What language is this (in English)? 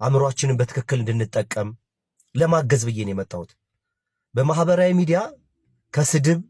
Amharic